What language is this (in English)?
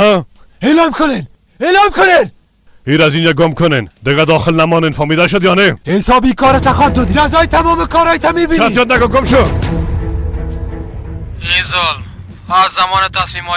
Persian